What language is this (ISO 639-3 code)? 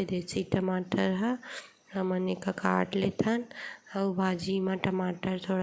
hne